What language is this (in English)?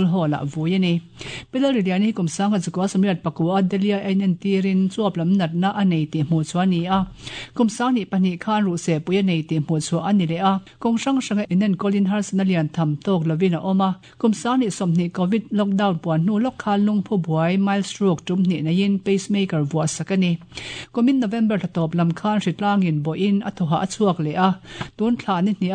Mizo